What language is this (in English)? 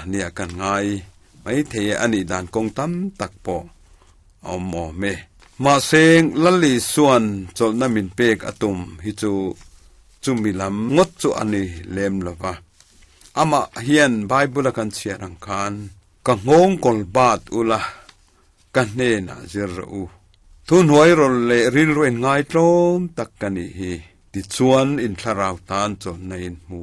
Mizo